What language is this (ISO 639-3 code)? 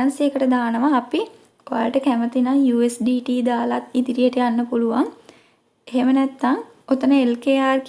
sin